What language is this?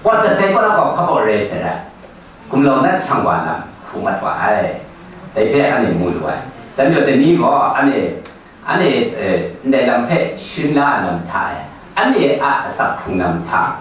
Kachin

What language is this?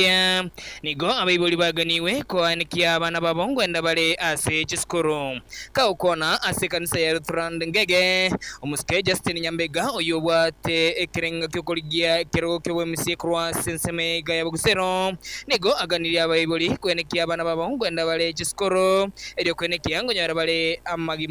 Gusii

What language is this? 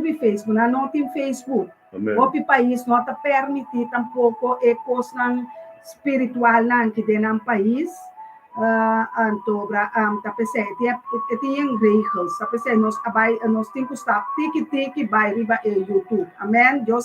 Papiamento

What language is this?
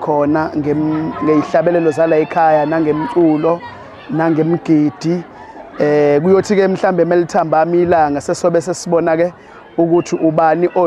Zulu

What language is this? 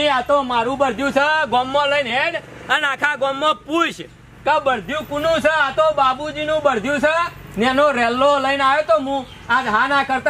Gujarati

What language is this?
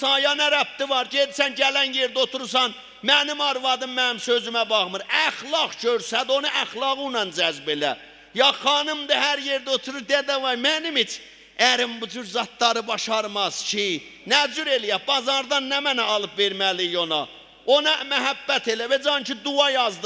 South Azerbaijani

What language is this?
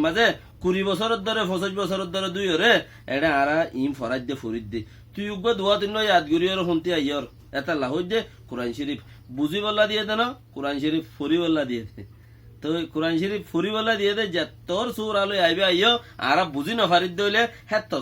Rohingya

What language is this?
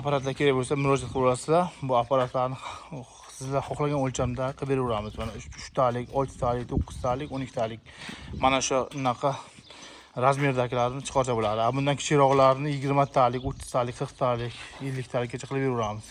Uzbek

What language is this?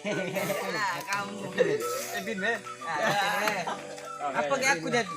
Musi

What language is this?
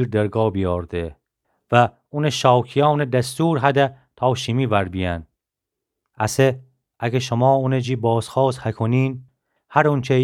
Gilaki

